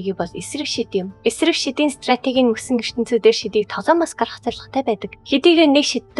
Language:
Mongolian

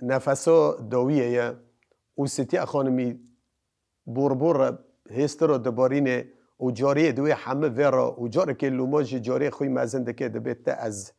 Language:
Kurdish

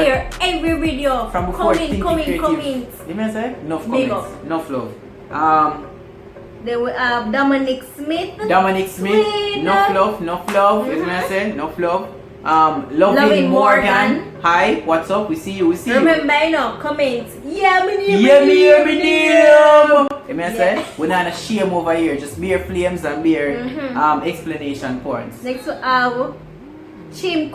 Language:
Jamaican Creole English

